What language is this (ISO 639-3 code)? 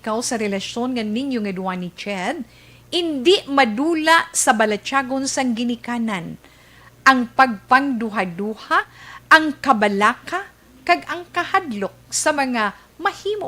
hil